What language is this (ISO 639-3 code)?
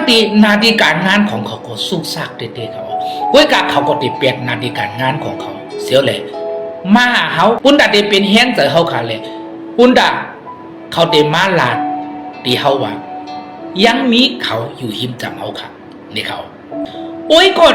shn